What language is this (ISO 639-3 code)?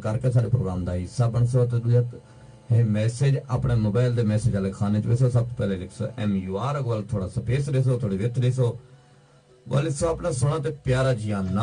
skr